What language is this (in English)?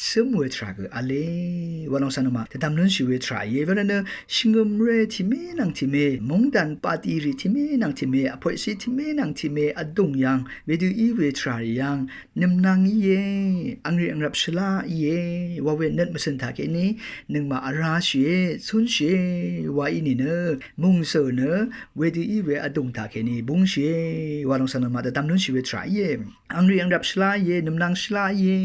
Rawang